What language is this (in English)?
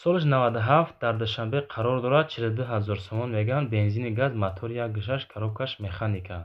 Tajik